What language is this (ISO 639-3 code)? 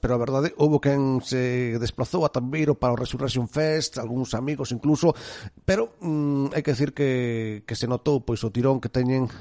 glg